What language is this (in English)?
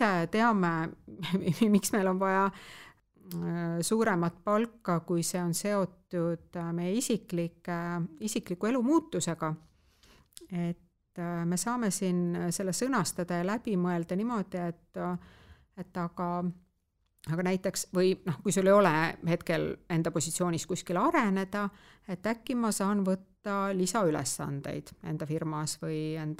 Estonian